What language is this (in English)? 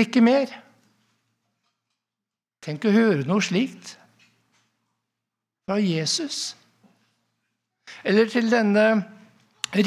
Norwegian